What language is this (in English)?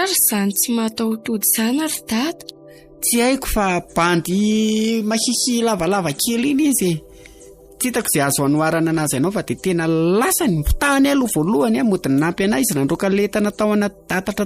Malagasy